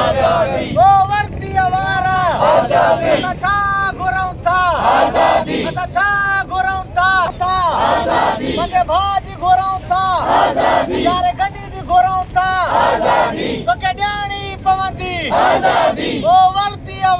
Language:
Sindhi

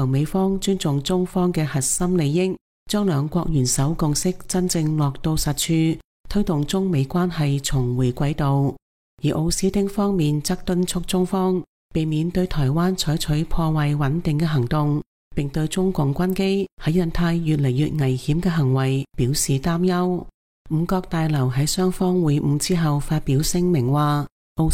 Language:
Cantonese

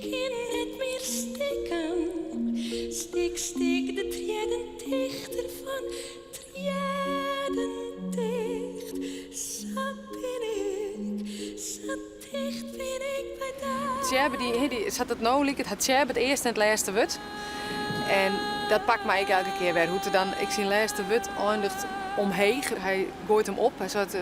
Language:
Western Frisian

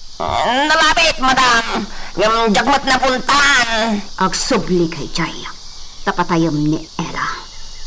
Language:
Iloko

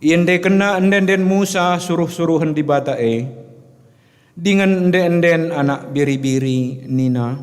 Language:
Batak Karo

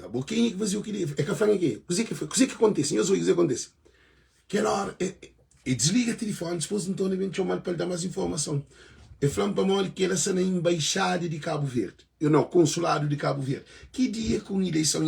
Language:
Kabuverdianu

